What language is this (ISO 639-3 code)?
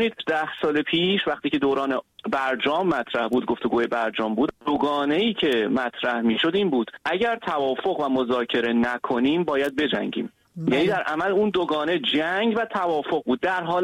fas